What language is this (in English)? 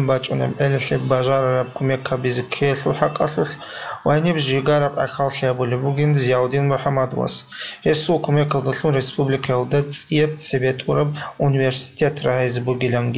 Avaric